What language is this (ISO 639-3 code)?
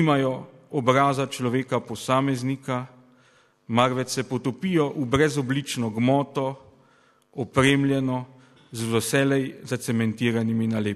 slv